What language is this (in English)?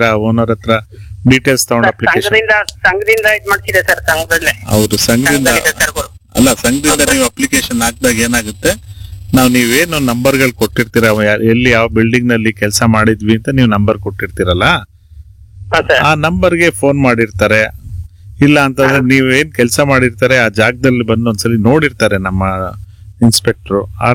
Kannada